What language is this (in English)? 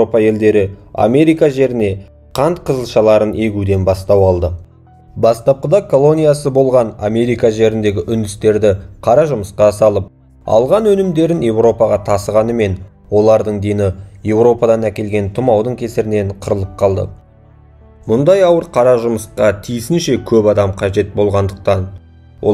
Kazakh